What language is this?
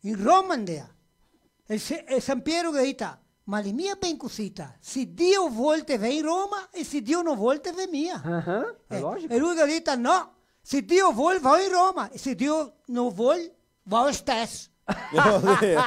Venetian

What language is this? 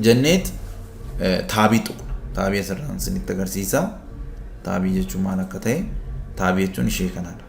Oromo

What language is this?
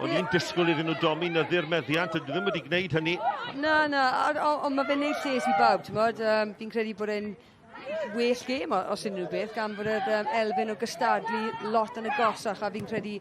Welsh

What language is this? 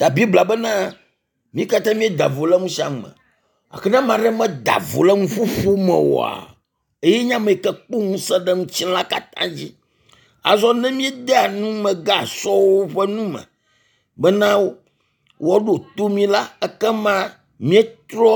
Ewe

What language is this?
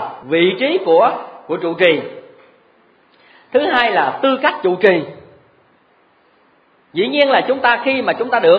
Vietnamese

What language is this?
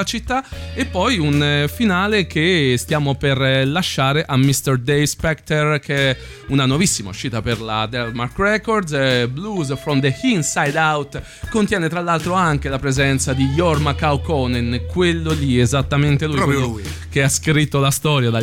Italian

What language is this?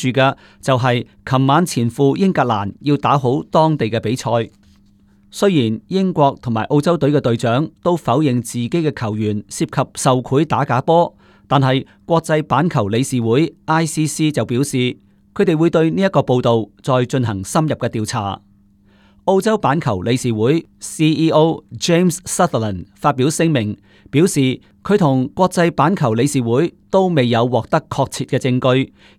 Cantonese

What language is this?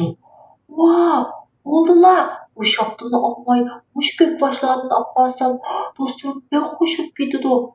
Uyghur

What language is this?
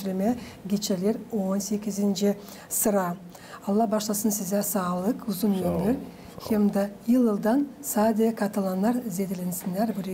Gagauz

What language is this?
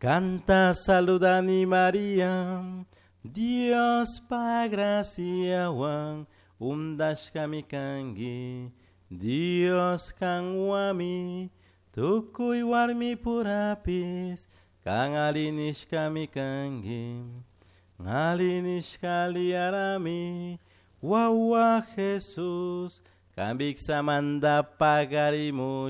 Chimborazo Highland Quichua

